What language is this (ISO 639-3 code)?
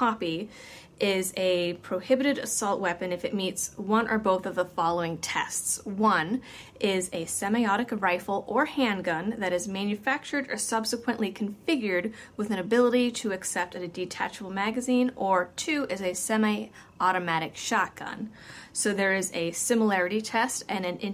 eng